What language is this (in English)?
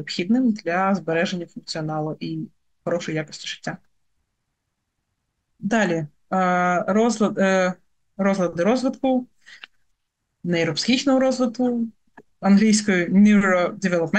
Ukrainian